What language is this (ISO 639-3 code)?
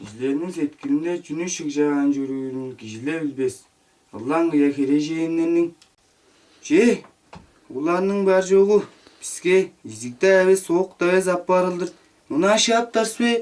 tyv